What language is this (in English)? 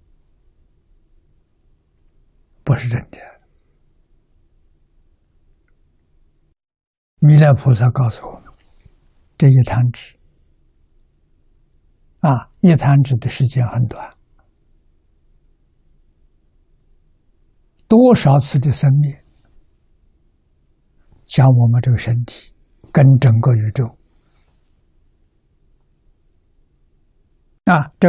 Chinese